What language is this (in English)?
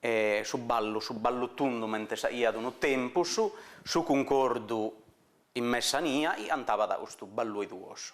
Sardinian